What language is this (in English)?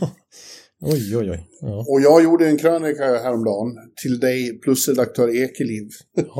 Swedish